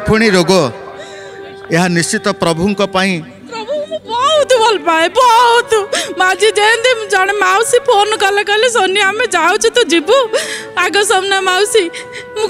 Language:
Odia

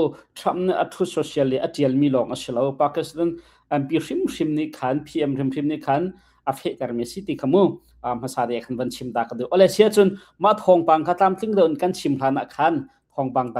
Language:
Hakha Chin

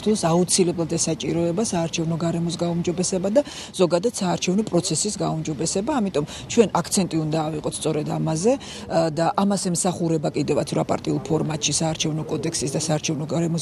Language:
Georgian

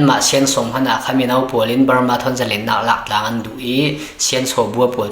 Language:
Falam Chin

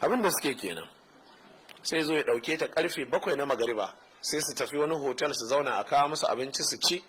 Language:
Hausa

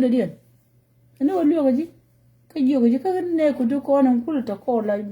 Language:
Nuer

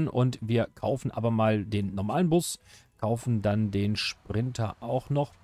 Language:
German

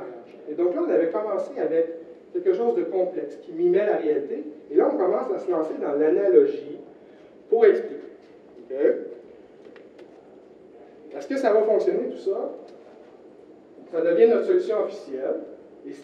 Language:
French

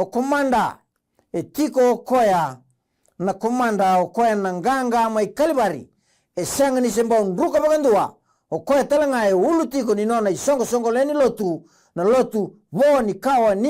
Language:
Fijian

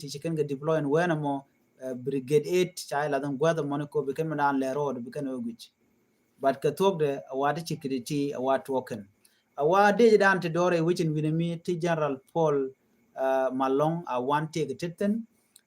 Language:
Nuer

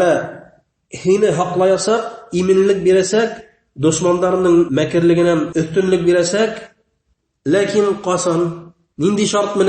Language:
Bashkir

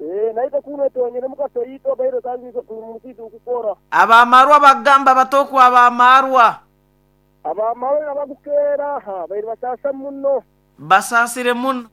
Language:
Nyoro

